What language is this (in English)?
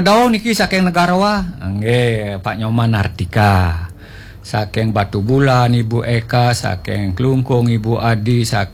Balinese